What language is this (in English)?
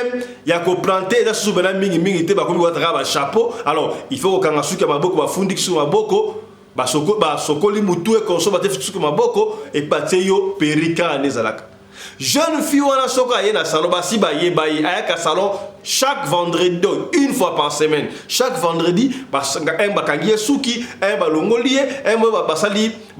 Lingala